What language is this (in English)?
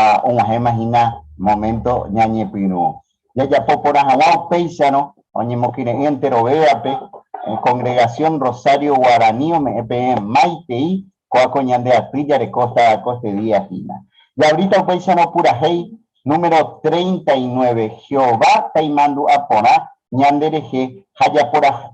Guarani